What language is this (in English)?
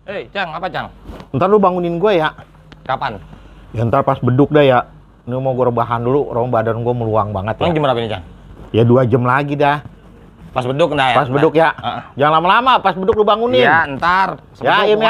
Betawi